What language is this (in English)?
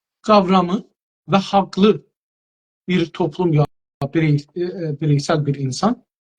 South Azerbaijani